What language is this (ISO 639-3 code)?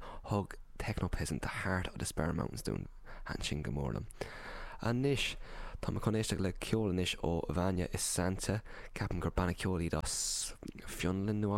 gle